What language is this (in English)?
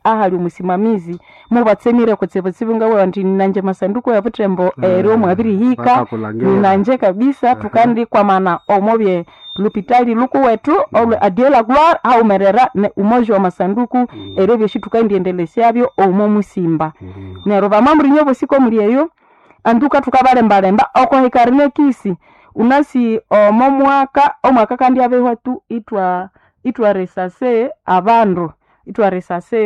Nande